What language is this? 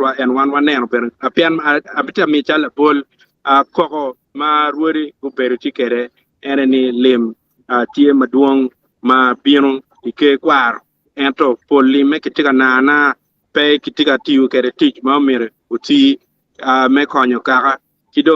Acoli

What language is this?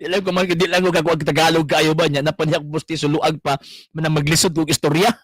Cebuano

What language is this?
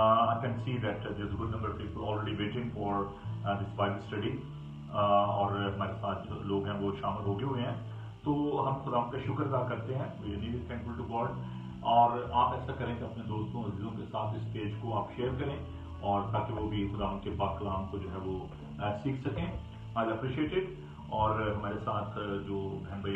Urdu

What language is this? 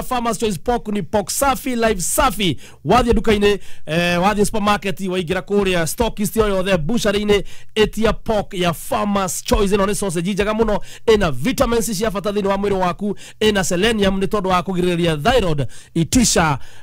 Kikuyu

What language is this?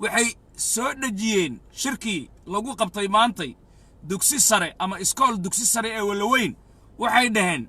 Somali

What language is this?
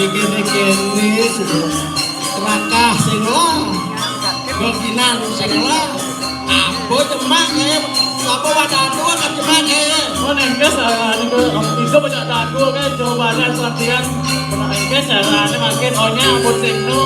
Balinese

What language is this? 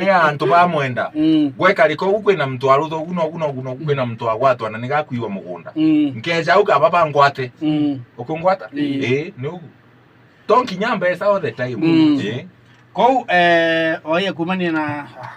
Meru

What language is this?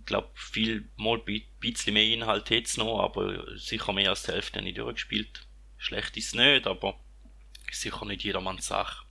Swiss German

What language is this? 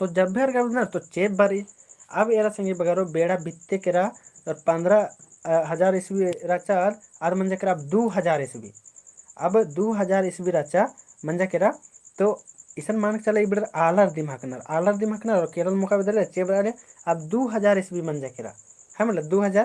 Kurukh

